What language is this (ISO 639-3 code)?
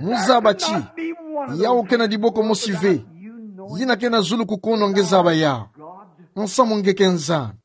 ktu